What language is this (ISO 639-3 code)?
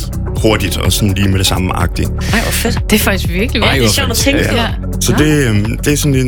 dan